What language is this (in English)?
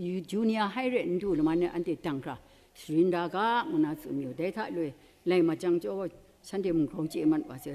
Kachin